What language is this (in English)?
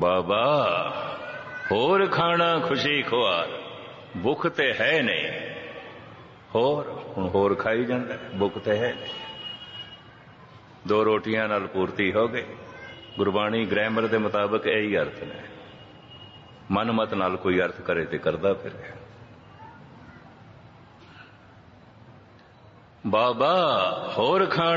Punjabi